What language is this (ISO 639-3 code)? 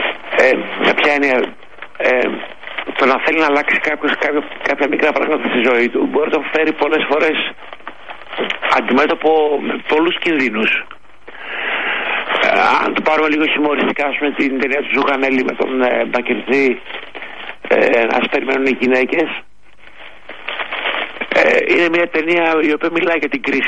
ell